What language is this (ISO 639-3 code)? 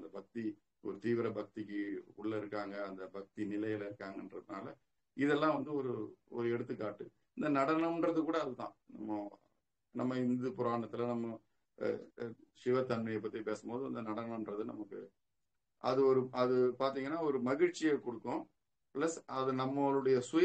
tam